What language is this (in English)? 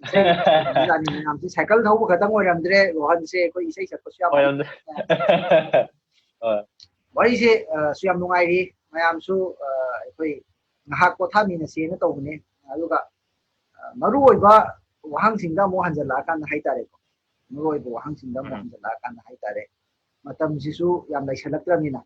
Manipuri